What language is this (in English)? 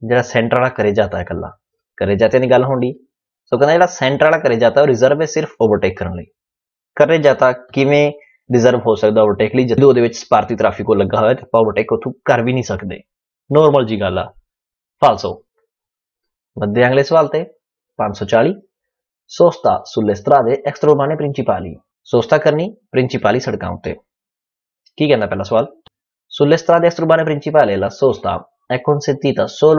Punjabi